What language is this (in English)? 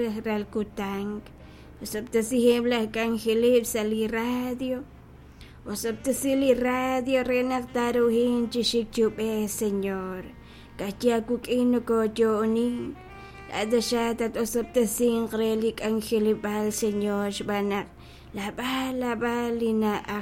Kekchí